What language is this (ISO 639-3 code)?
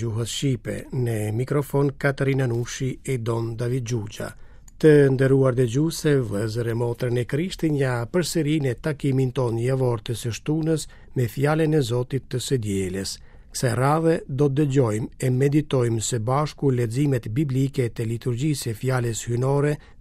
sqi